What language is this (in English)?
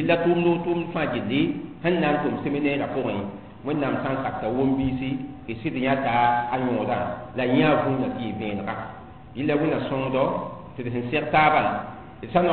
Mossi